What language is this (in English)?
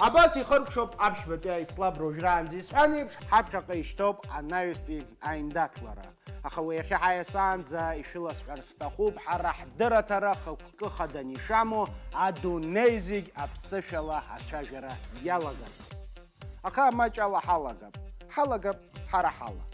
Abkhazian